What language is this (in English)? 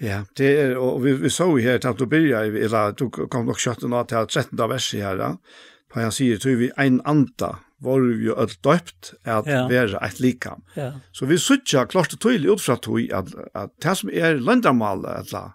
Faroese